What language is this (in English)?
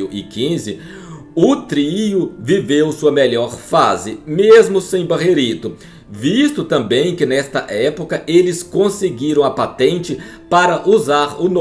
Portuguese